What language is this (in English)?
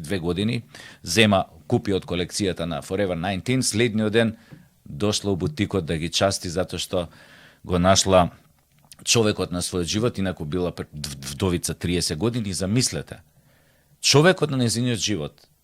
Macedonian